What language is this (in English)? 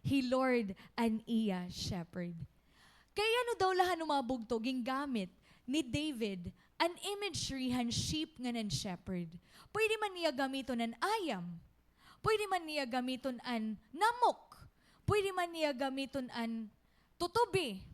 Waray